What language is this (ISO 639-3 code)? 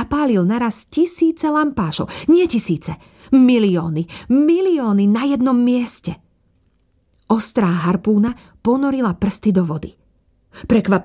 slk